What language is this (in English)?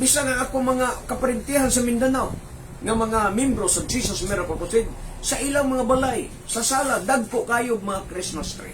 Cebuano